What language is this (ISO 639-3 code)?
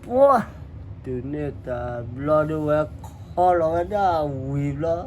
ksw